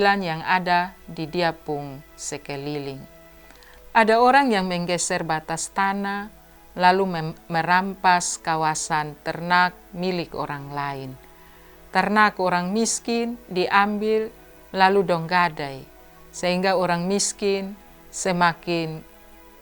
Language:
Kupang Malay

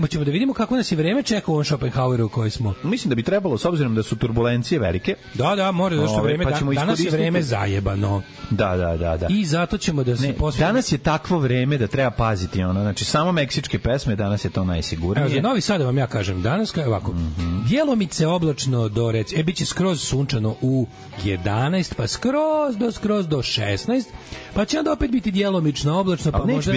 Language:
Serbian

